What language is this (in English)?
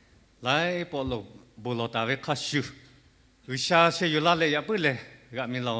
Lahu